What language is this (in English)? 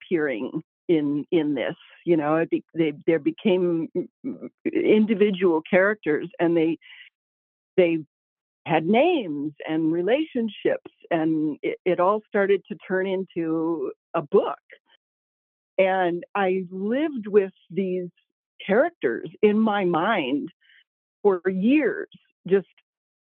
English